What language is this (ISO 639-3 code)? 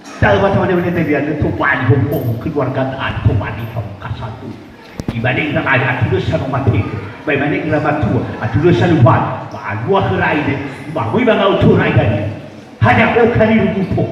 nia